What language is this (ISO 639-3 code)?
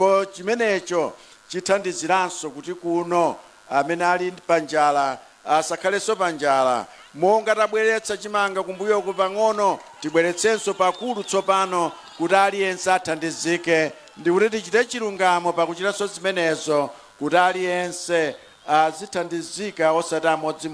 nya